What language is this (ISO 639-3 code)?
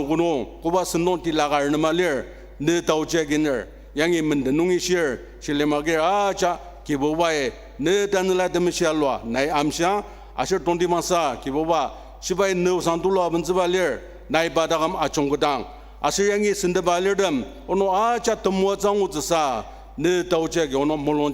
njo